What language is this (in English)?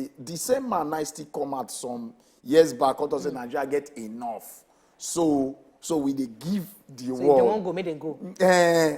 Nigerian Pidgin